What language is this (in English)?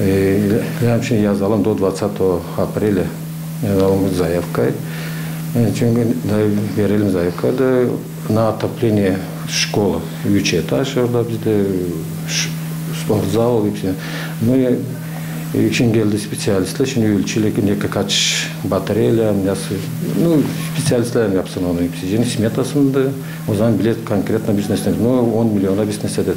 Gagauz